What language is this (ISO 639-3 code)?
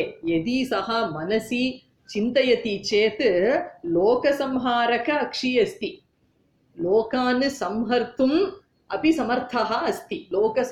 san